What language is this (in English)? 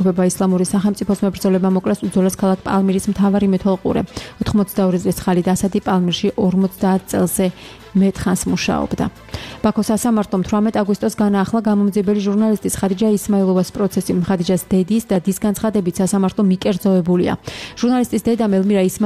Georgian